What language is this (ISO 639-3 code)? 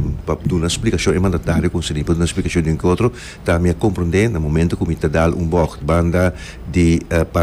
pap